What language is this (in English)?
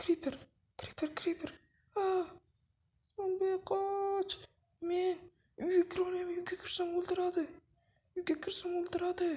Uzbek